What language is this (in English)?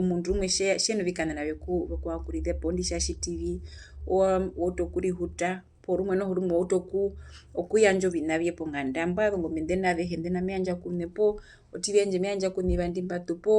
Herero